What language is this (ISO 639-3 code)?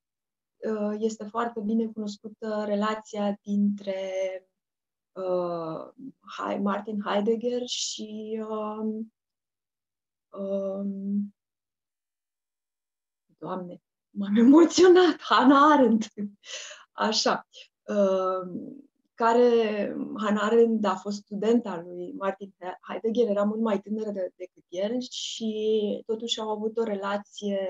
ron